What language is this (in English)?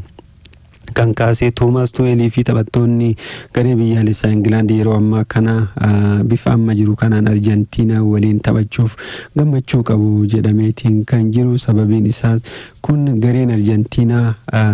Oromo